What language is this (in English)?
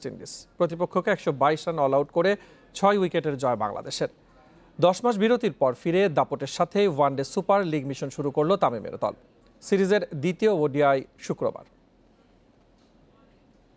Bangla